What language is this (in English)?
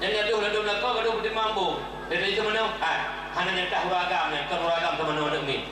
Achinese